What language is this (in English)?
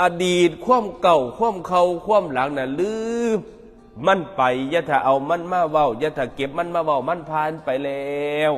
Northeastern Thai